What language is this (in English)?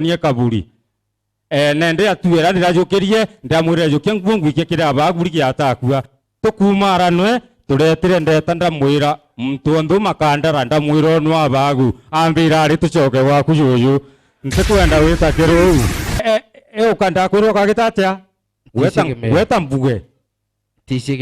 Meru